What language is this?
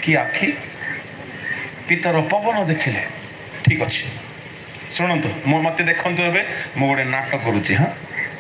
Odia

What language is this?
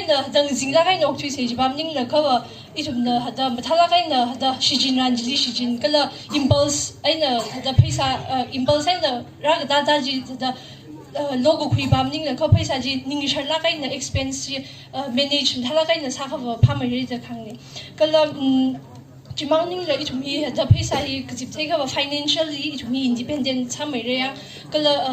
Tangkhul Naga (India)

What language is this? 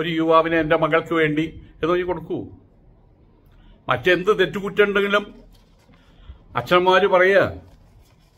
Malayalam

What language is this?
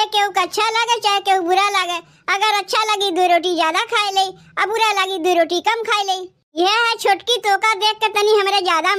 Awadhi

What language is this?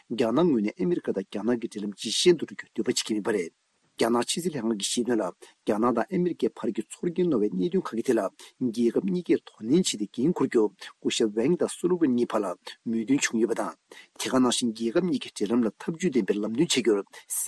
Tibetan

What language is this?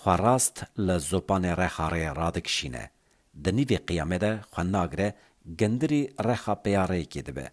Kurdish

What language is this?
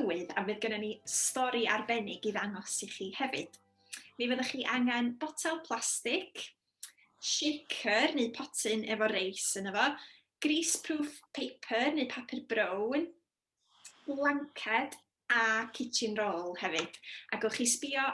Welsh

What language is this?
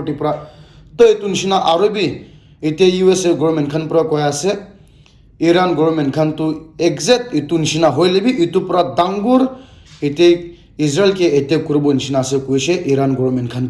Naga Pidgin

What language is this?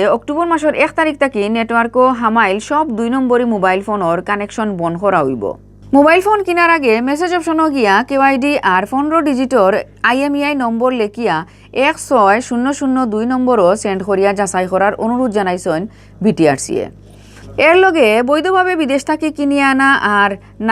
Sylheti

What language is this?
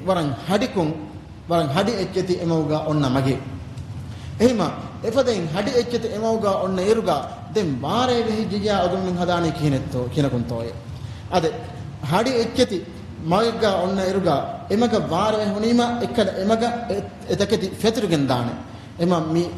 Divehi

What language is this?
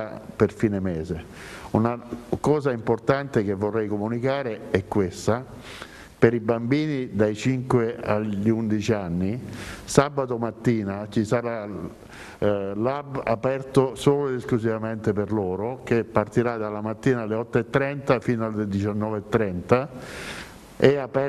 Italian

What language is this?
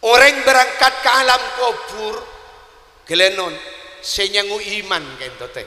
Madurese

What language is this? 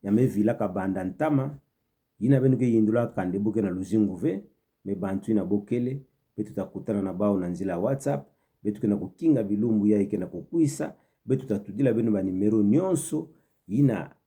Kituba (Democratic Republic of Congo)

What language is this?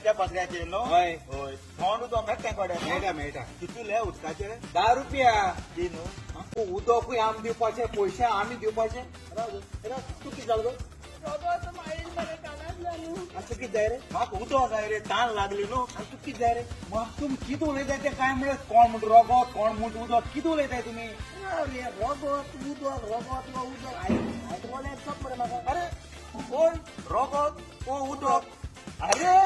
Konkani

